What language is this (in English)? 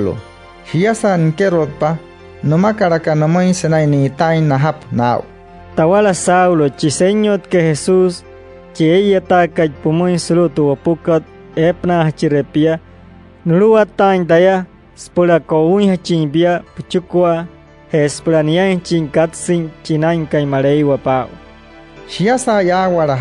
Wayuu